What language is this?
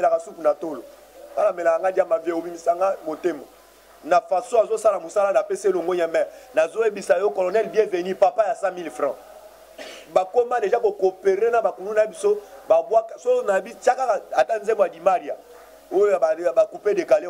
Lingala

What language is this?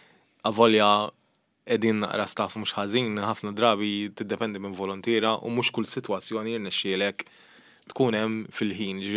Maltese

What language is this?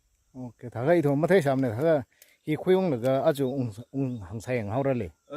Tangkhul Naga (India)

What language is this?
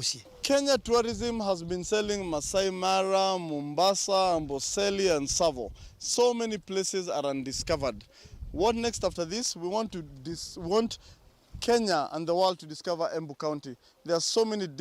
Kamba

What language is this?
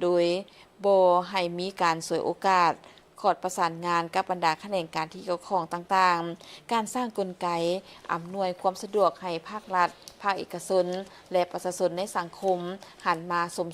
Lao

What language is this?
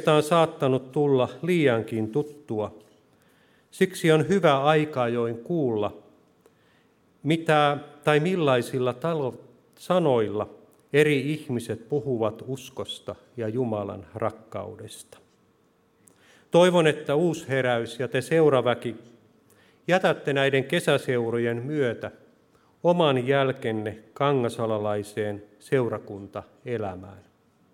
Finnish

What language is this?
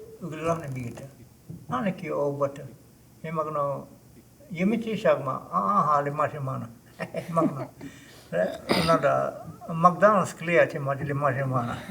Choctaw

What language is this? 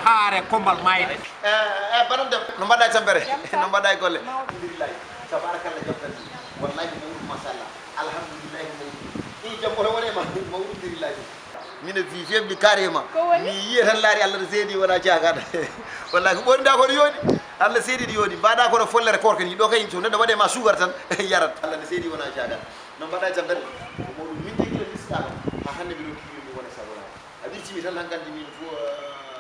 Fula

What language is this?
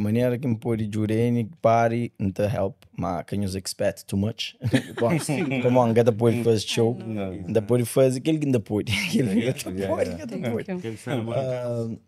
Kabuverdianu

